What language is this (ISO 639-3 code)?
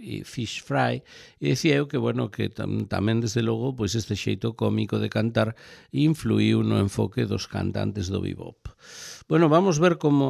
glg